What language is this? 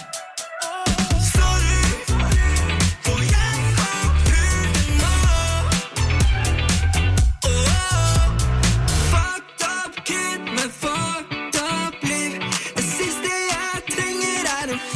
Norwegian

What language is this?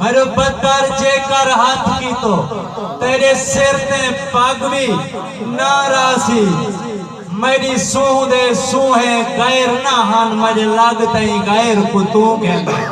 Saraiki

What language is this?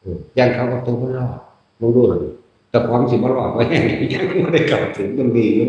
Northeastern Thai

